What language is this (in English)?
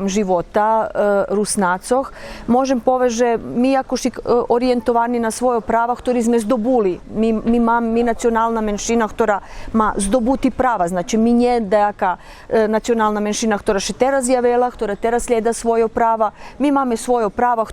Rusyn